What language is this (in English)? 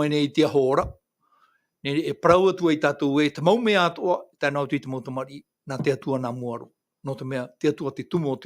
Tahitian